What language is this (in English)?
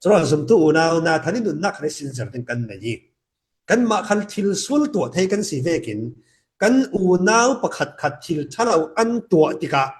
Falam Chin